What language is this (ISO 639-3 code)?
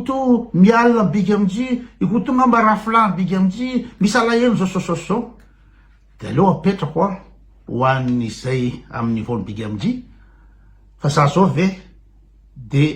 mlg